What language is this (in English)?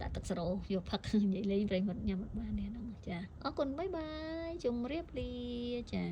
Khmer